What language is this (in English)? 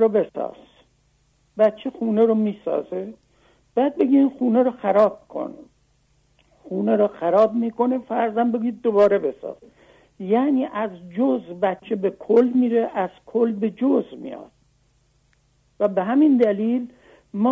Persian